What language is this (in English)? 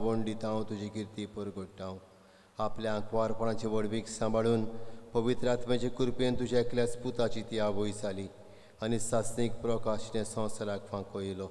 Konkani